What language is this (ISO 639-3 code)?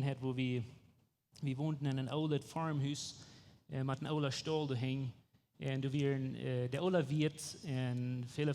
pdt